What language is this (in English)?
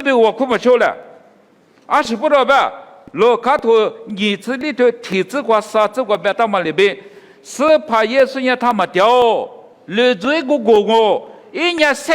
Lisu